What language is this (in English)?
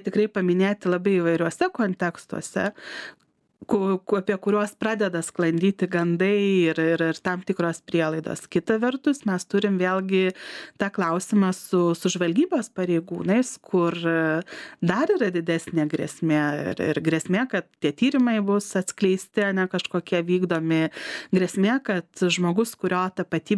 Lithuanian